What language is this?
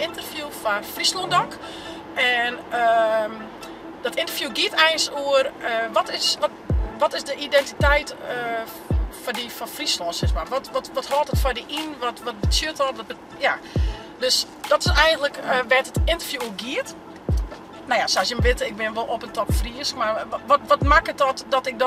Western Frisian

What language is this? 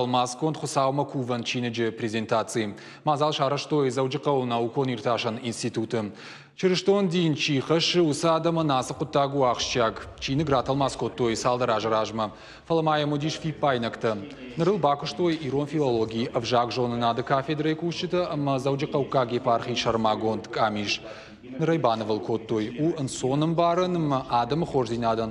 Ossetic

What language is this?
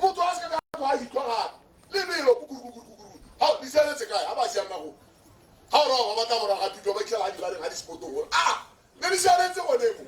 Tswana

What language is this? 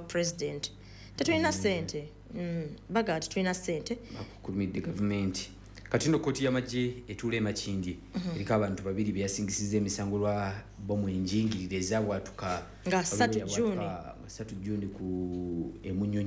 Ganda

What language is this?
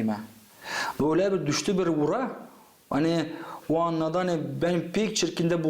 Gagauz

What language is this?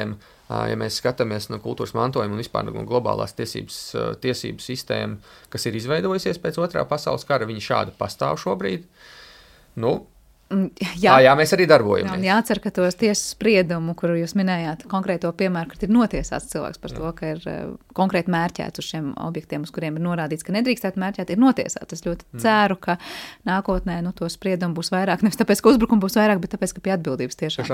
Latvian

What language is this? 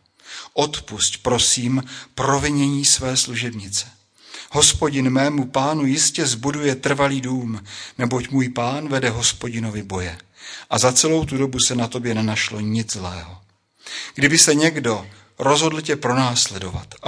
Czech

